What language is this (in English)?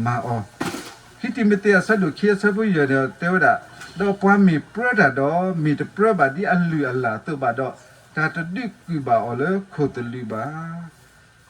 S'gaw Karen